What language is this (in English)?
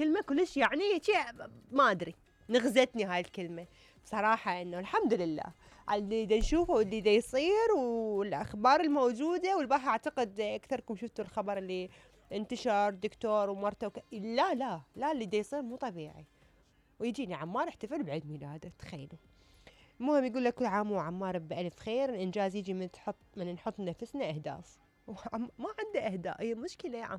Mesopotamian Arabic